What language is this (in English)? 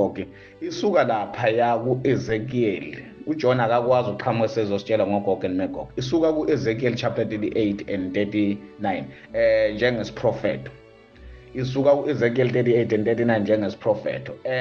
Zulu